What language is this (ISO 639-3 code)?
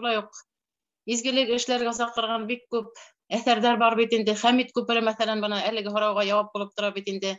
bak